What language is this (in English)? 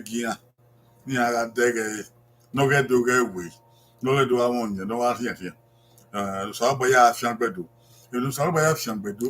Bini